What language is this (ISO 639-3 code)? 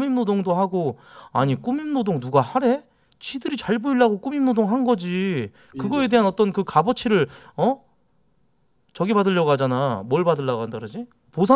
kor